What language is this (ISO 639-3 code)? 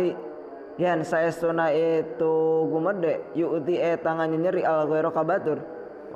sun